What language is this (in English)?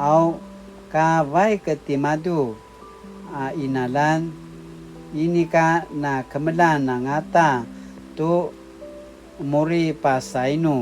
Paiwan